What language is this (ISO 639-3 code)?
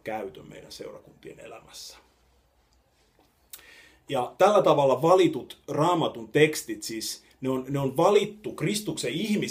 fin